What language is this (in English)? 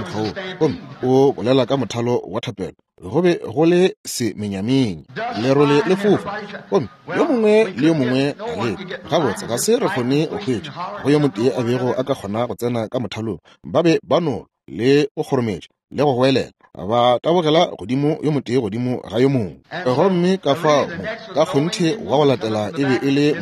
Northern Sotho